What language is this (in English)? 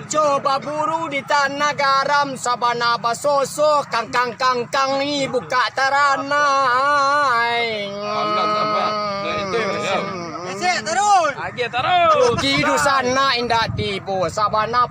Minangkabau